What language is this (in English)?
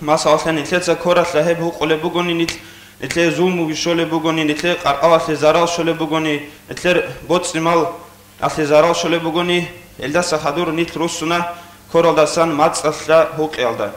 Avaric